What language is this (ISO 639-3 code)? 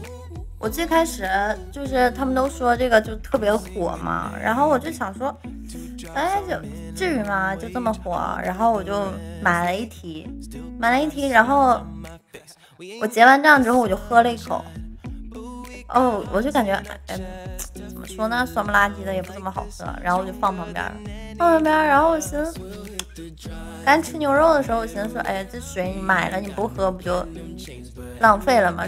zho